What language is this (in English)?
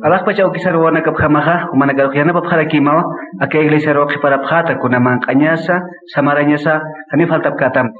Aymara